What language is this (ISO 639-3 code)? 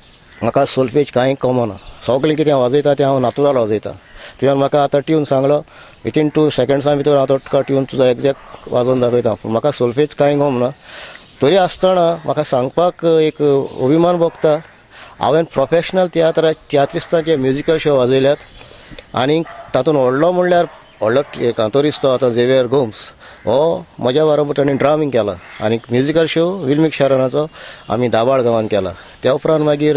kok